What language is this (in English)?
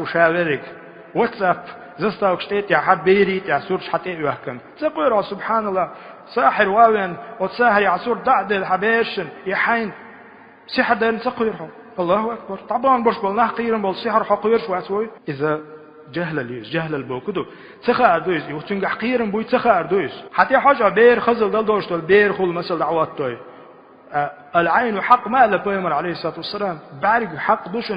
Chechen